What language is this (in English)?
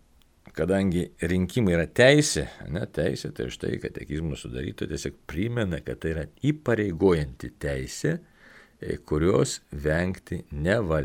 Lithuanian